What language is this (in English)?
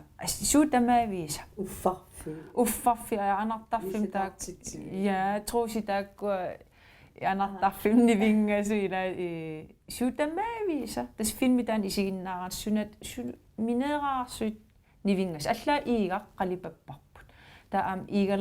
Kalaallisut